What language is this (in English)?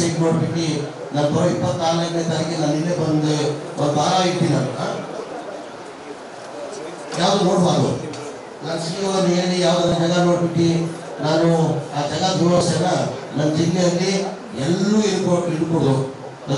Kannada